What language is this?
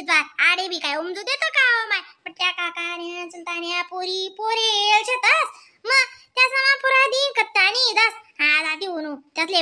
Khandesi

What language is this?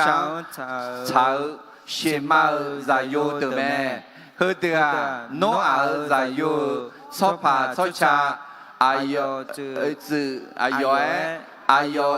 Akha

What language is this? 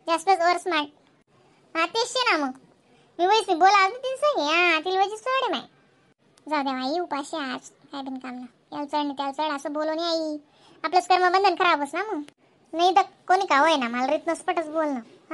Khandesi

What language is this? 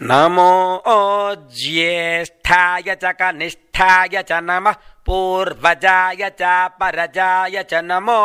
Sanskrit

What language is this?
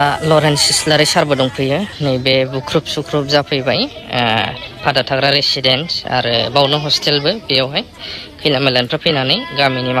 Bodo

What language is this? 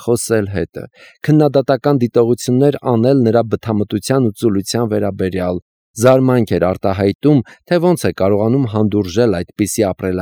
Armenian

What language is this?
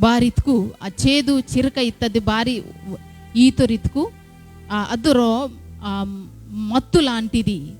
Koya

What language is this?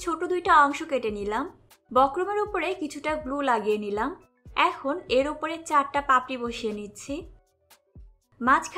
Bangla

